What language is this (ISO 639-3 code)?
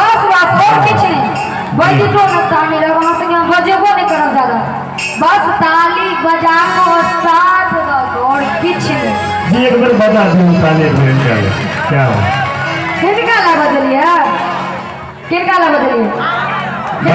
mai